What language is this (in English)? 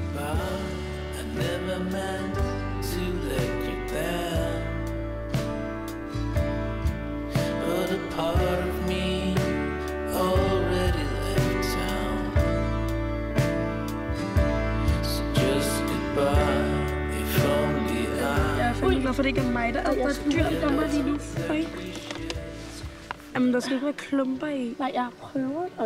Danish